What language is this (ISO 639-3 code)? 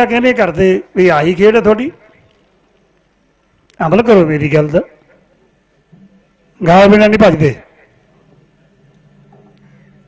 pan